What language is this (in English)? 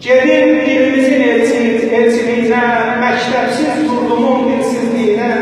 South Azerbaijani